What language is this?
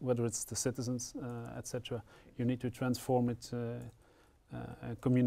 English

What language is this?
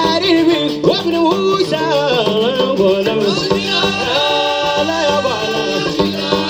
Arabic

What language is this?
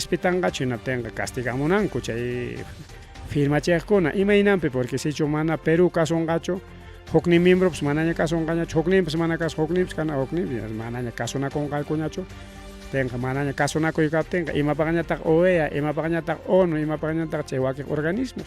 Ayacucho Quechua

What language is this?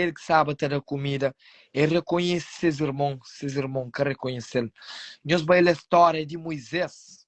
Kabuverdianu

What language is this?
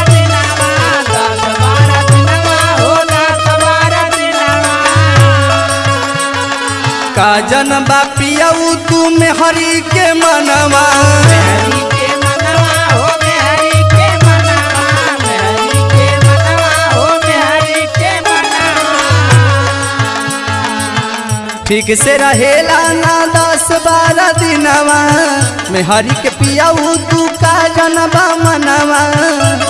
Bhojpuri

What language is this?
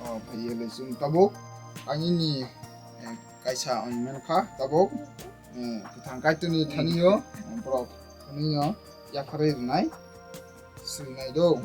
Kok Borok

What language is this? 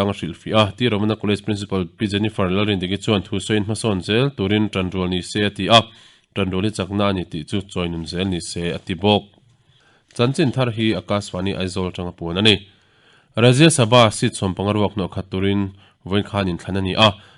Mizo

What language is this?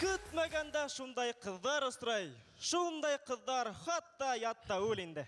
Bashkir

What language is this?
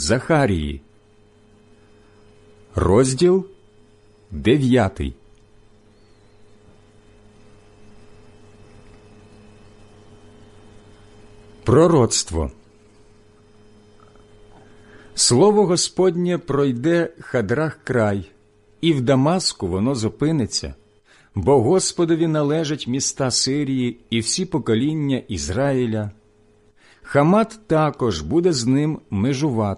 Ukrainian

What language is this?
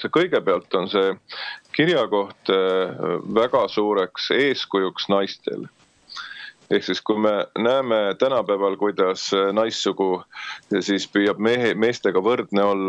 Estonian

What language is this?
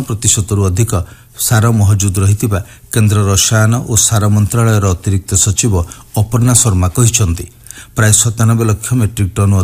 Odia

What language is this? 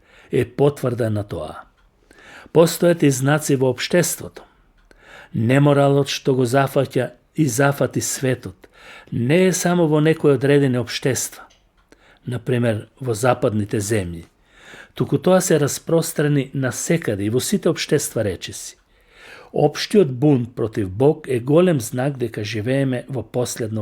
Macedonian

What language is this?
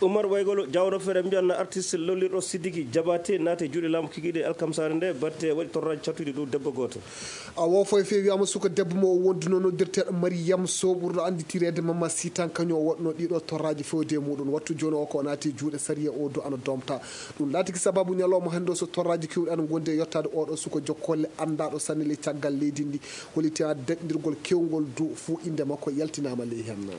Nigerian Fulfulde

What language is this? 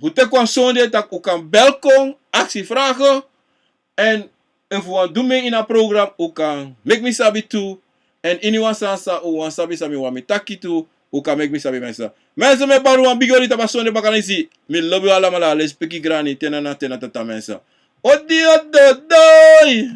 Sranan Tongo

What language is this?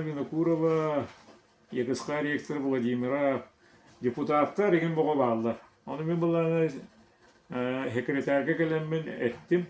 Yakut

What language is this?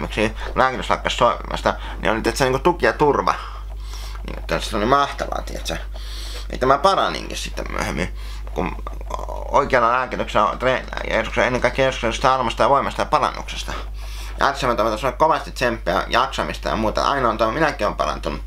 Finnish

